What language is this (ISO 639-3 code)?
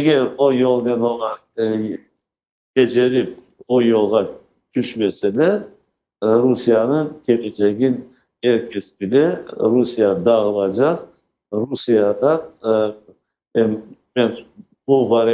crh